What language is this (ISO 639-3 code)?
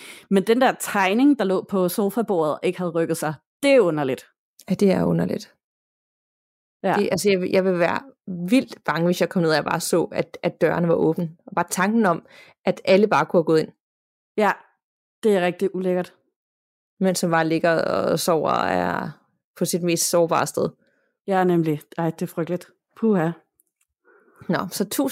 dan